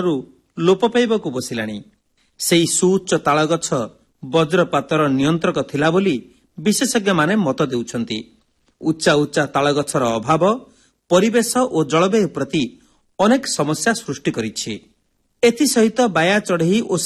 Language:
Odia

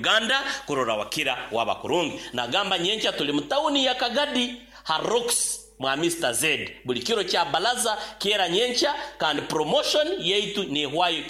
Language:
Nyoro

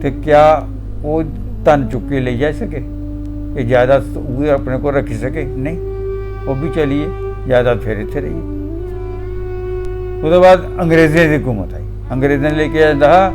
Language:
Dogri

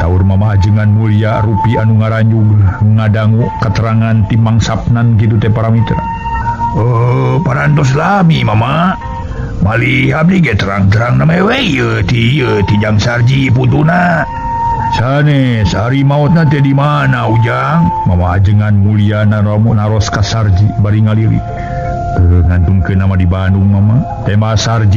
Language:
Sundanese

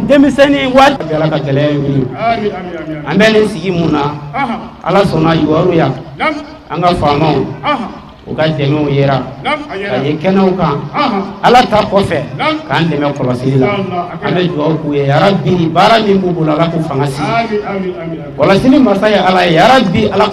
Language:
Bambara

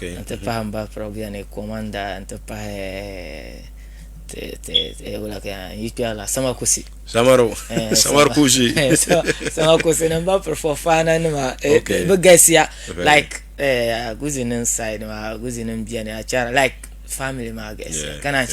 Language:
Dagbani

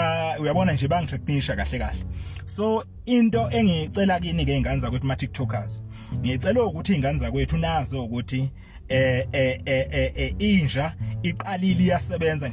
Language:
Zulu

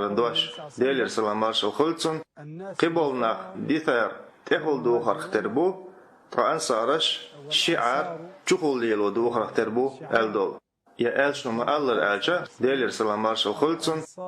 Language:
Chechen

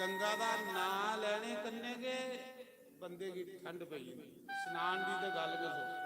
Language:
Dogri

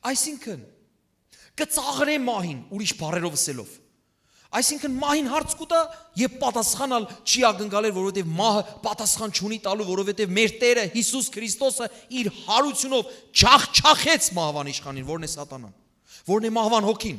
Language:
Western Armenian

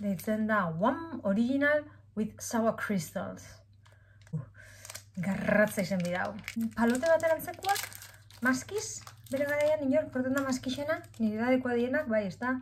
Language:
Basque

